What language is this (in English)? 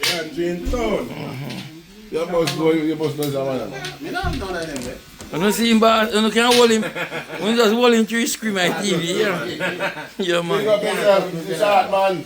Jamaican Creole English